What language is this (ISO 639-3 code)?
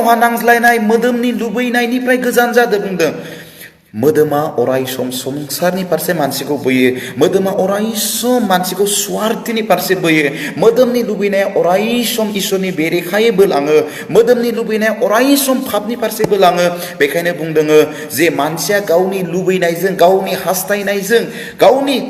brx